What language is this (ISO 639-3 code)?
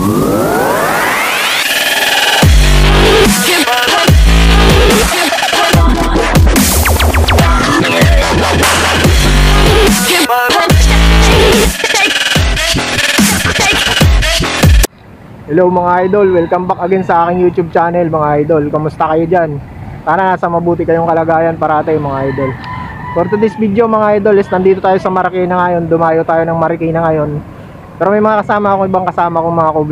fil